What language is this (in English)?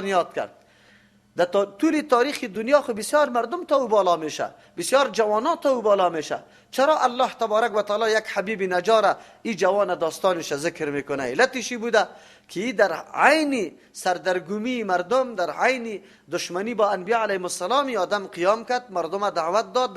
Persian